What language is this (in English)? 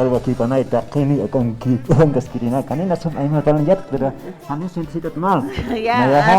Aymara